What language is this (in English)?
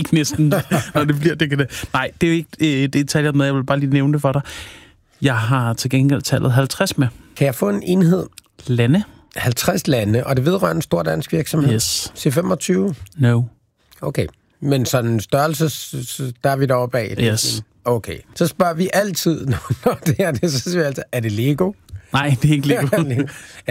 Danish